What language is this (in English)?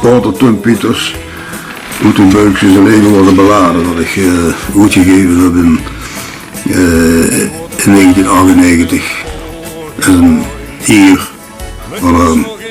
Limburgish